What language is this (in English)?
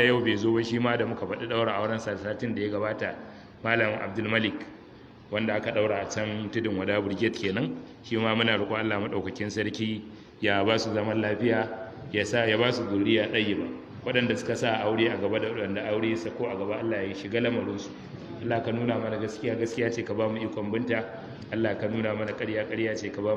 Hausa